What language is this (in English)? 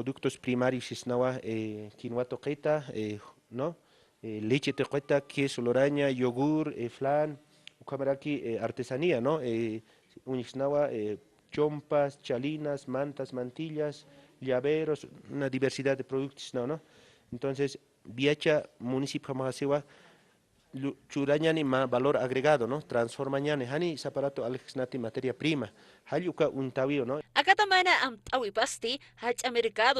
Aymara